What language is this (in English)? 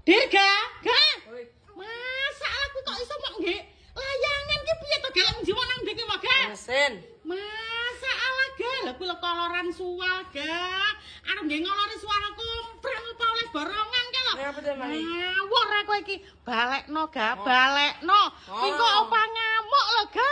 Javanese